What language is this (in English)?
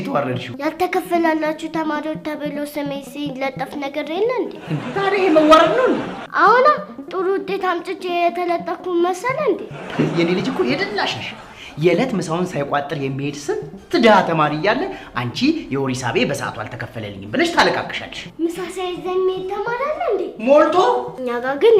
Amharic